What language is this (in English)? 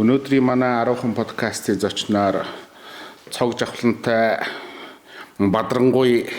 Mongolian